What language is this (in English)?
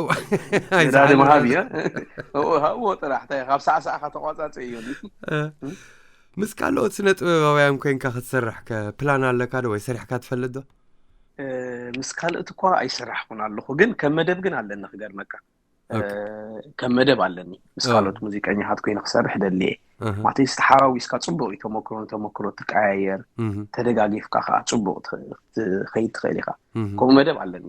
Tigrinya